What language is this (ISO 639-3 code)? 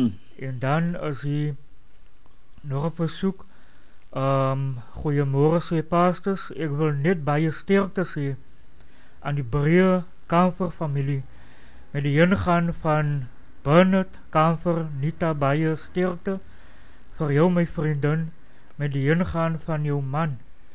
afr